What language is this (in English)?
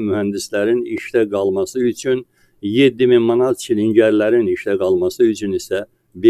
Azerbaijani